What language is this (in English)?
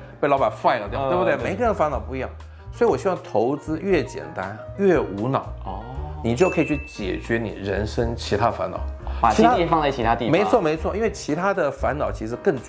Chinese